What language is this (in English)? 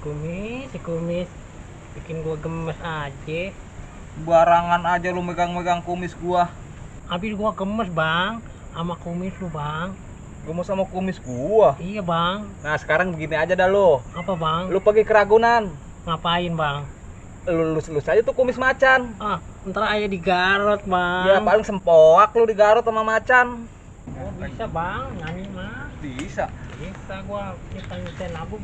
Betawi